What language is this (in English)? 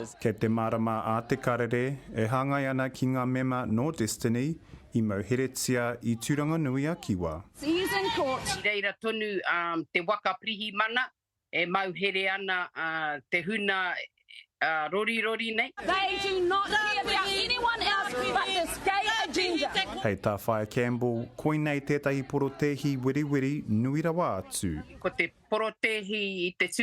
Māori